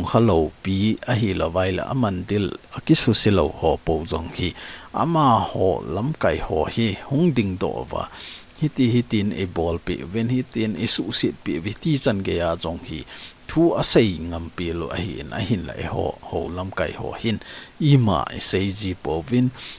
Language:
Thado Chin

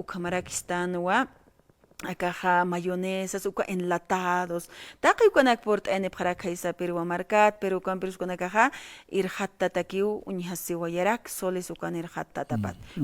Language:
Aymara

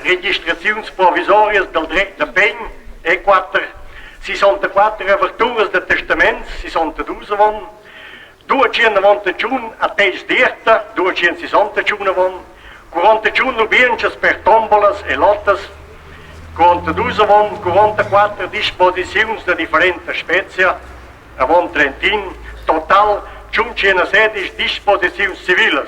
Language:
Romansh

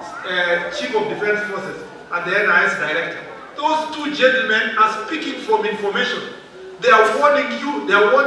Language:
Meru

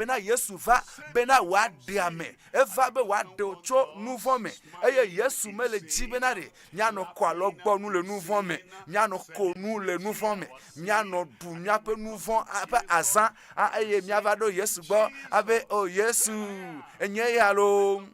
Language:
Ewe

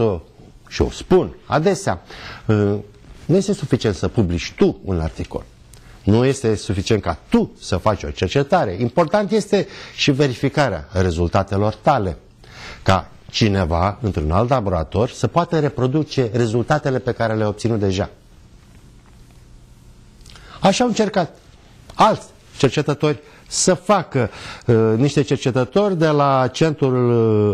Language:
Romanian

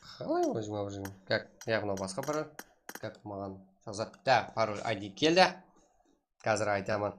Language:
Kara-Kalpak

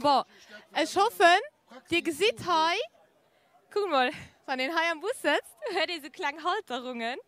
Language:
Luxembourgish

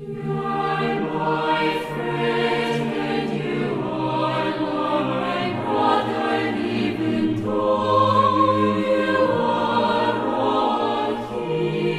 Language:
South Bolivian Quechua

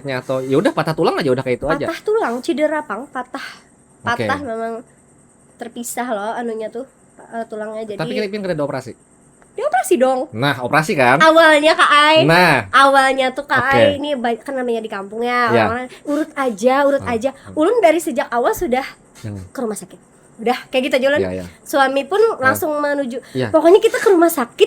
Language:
Banjar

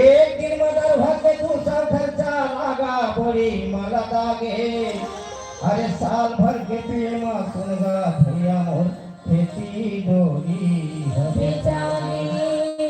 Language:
Chhattisgarhi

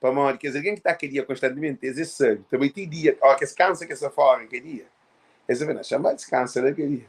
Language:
Kabuverdianu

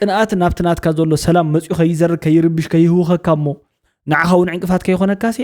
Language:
Tigrinya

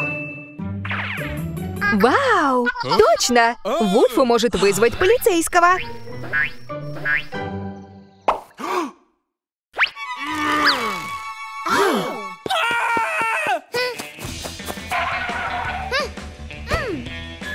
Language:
Russian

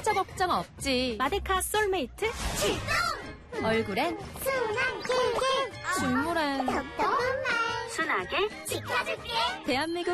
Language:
Korean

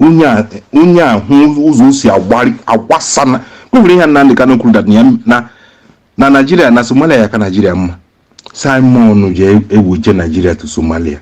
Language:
Igbo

